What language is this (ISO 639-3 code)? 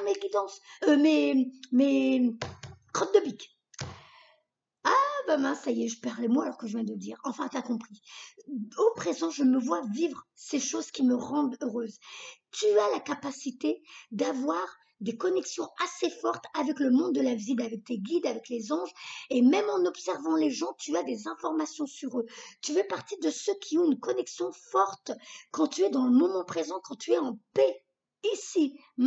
fra